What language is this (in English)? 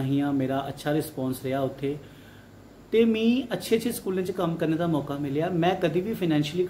Dogri